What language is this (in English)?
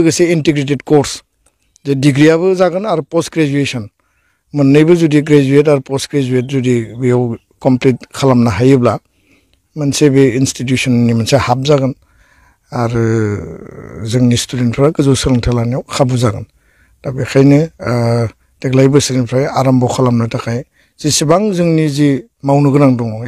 Bodo